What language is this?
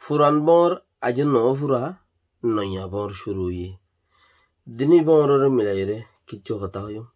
Rohingya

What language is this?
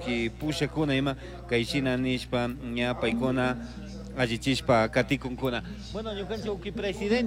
Chimborazo Highland Quichua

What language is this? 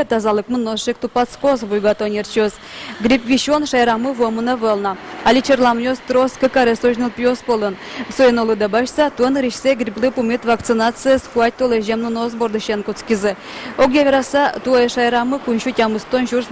Udmurt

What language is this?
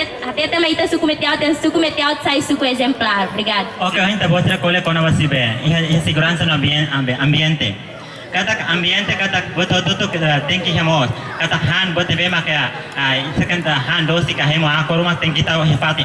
Tetum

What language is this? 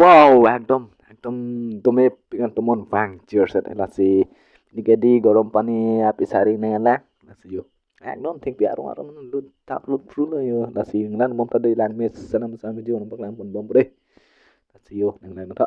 Karbi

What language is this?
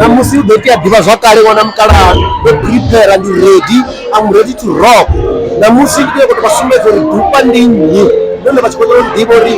Venda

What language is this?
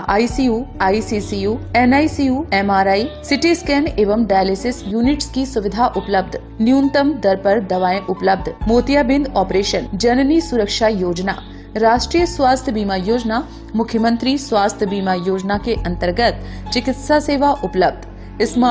Hindi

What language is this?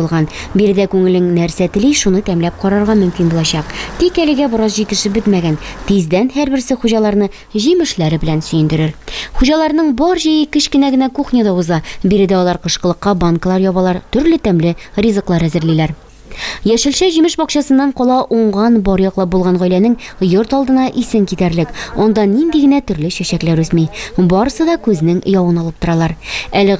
Tatar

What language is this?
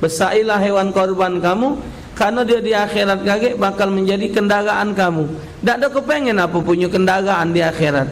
Musi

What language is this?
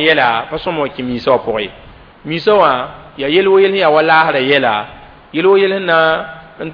Mossi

